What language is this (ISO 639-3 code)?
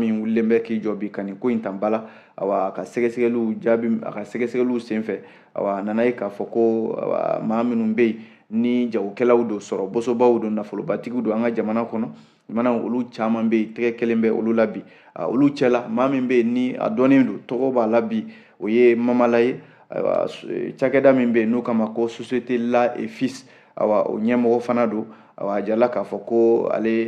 bam